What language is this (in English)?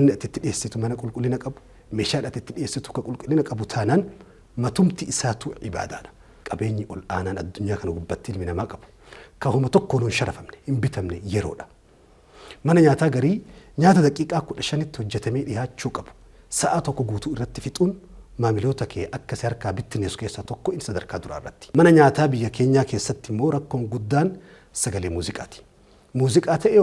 Oromo